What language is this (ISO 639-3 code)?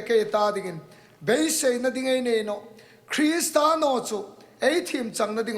hmr